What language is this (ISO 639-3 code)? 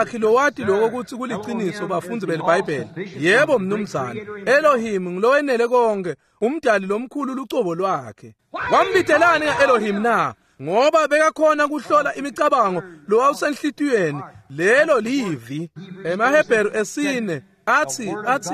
ssw